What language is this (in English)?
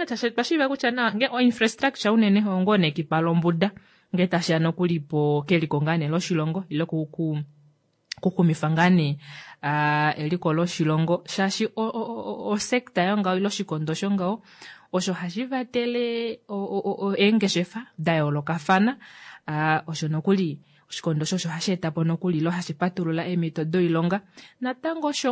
Kuanyama